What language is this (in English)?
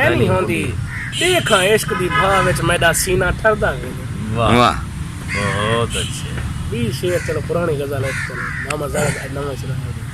Saraiki